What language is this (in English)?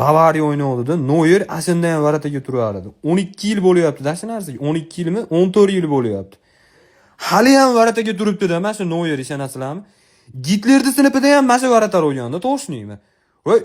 Uzbek